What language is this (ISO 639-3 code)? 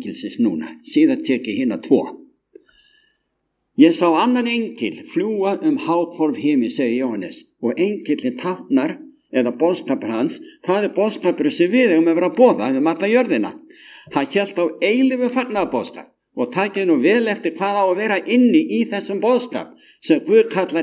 isl